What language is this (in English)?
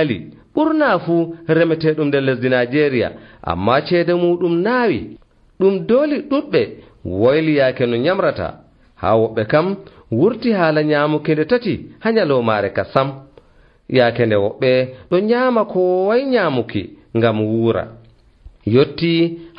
Nigerian Fulfulde